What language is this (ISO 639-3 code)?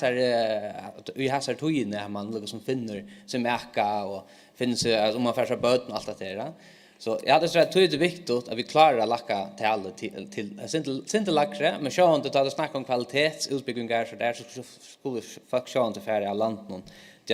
fao